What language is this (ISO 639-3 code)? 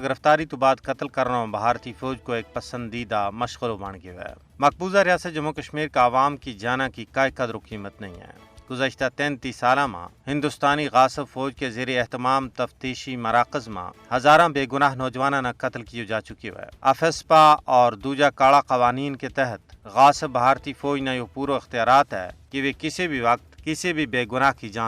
gju